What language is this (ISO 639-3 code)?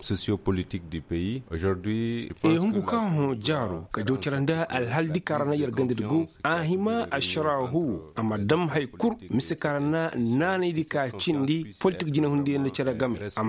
ses